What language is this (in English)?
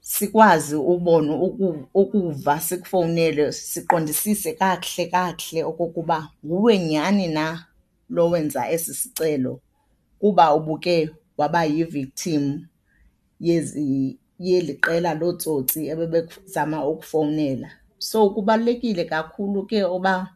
Xhosa